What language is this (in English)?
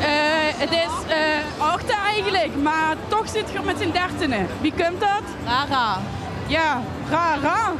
Limburgish